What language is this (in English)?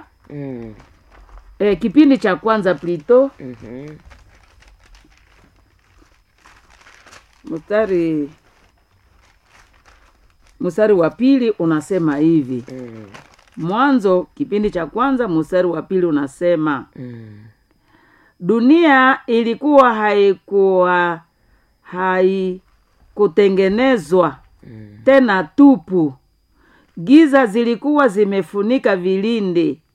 Swahili